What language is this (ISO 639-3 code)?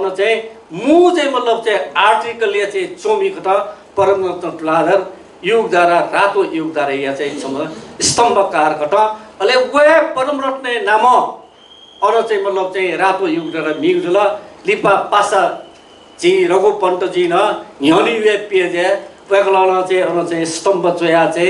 new